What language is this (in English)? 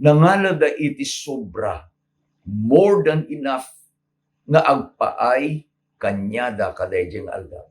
Iloko